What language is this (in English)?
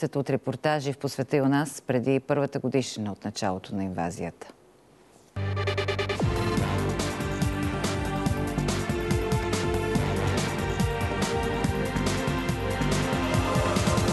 Bulgarian